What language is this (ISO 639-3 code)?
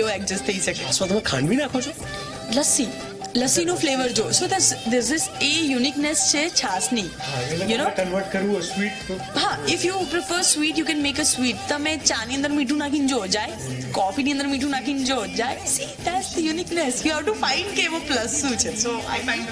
guj